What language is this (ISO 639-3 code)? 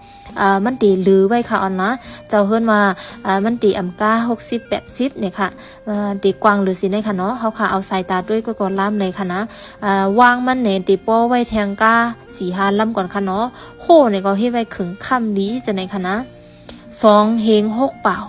shn